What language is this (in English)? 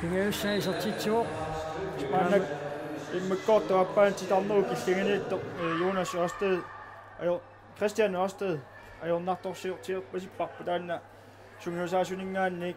Kalaallisut